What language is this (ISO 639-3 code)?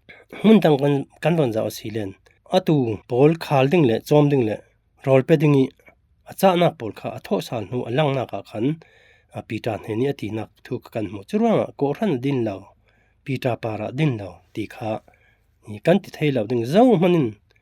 cfm